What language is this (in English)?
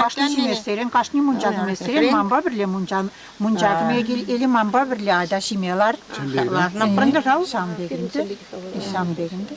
Chuvash